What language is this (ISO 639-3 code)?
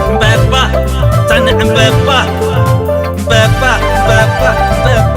tir